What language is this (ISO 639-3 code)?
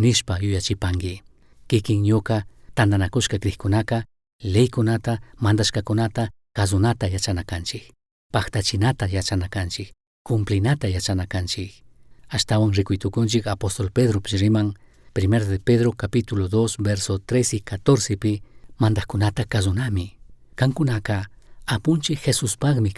qug